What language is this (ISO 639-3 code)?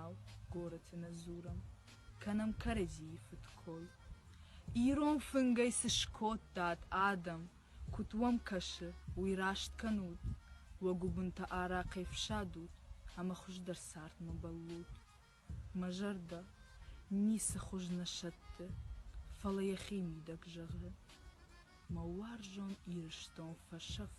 oss